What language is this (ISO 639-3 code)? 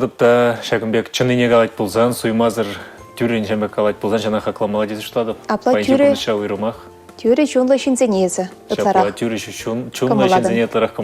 chv